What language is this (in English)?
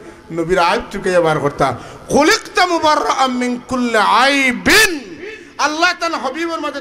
Sylheti